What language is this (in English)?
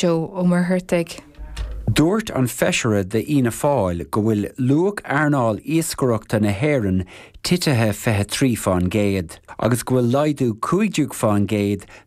Irish